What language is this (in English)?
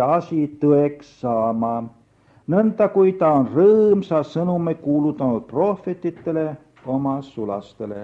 Estonian